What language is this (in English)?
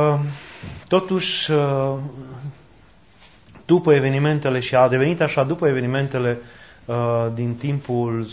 Romanian